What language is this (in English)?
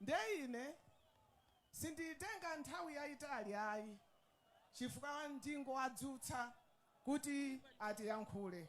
Nyanja